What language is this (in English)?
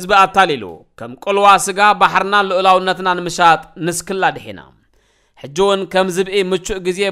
Tigrinya